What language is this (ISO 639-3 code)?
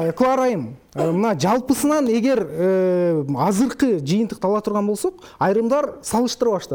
kir